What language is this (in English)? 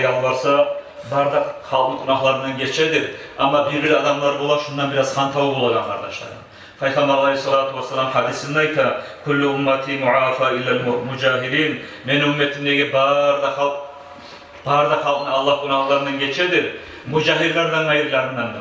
Kumyk